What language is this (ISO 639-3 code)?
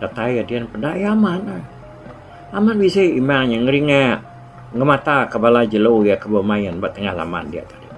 iba